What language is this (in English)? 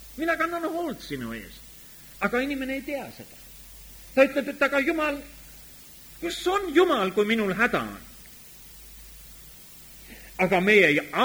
Estonian